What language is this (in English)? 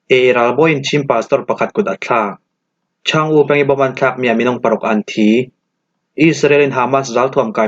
Falam Chin